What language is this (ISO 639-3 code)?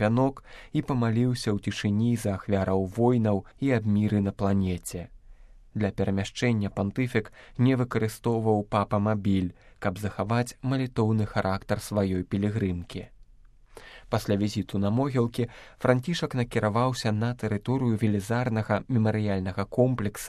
bel